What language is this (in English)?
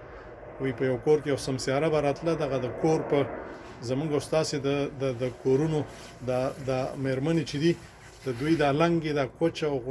Pashto